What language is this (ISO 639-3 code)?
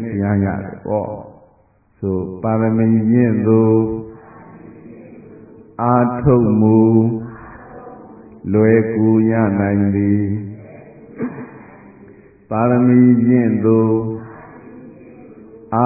mya